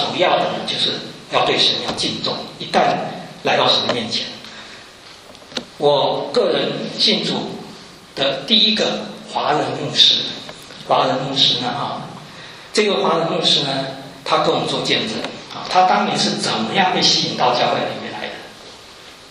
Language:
Chinese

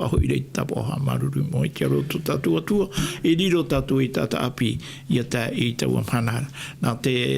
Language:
Tahitian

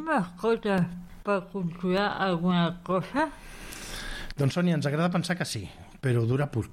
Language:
Catalan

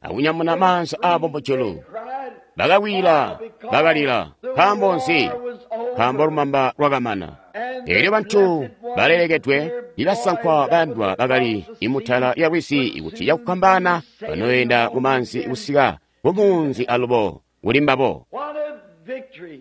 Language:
Tonga (Zambia)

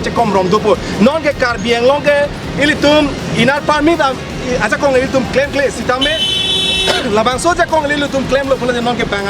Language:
Karbi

